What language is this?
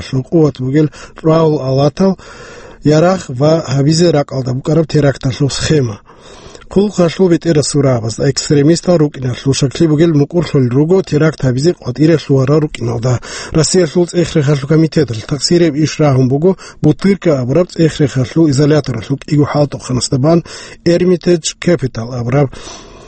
Avaric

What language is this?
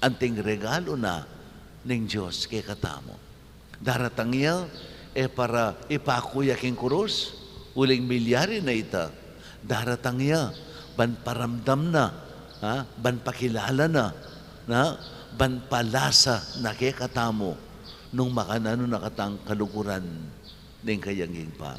Pampanga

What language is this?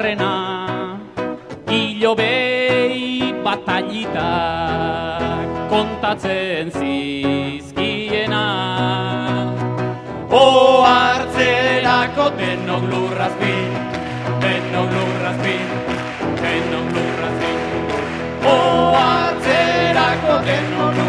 Basque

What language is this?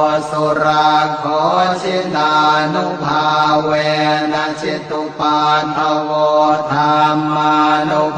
Pali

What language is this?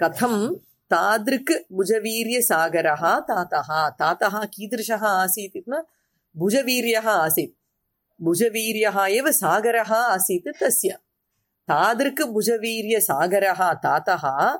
Sanskrit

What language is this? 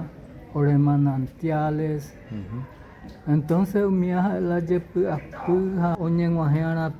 Guarani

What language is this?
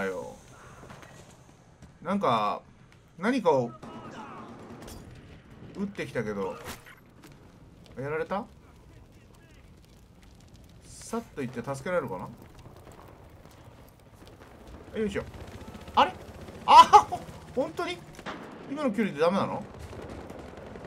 Japanese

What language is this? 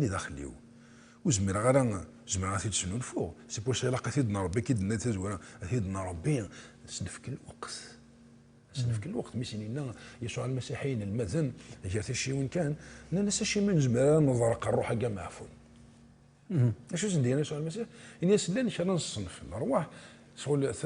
Kabyle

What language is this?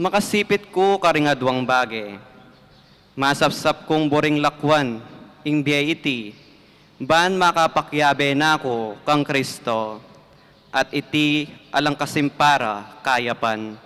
Pampanga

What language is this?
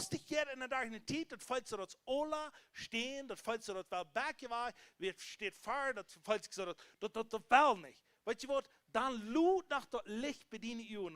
Plautdietsch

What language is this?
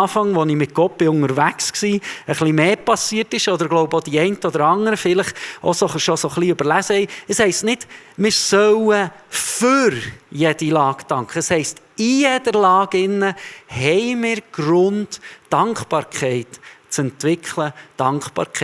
Swiss German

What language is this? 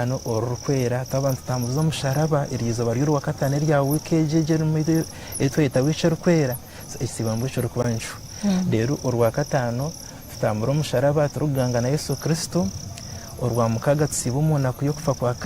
Nyankole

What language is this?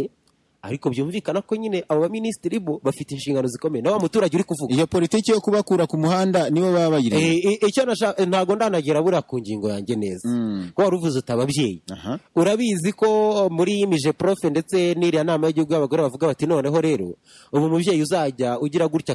Kinyarwanda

